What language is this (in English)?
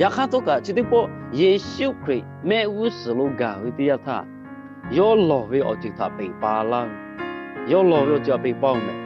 Lahu